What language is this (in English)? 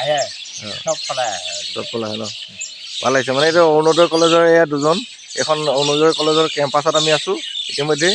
Assamese